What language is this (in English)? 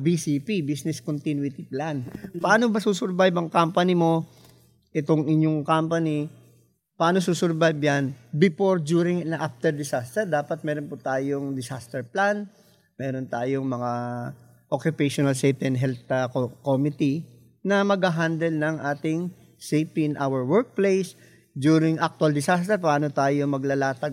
Filipino